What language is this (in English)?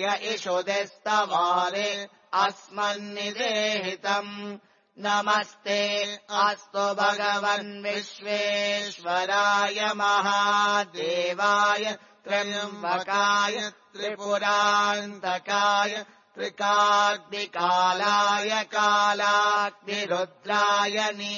Sanskrit